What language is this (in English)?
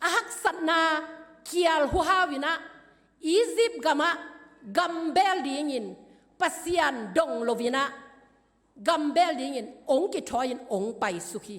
Tedim Chin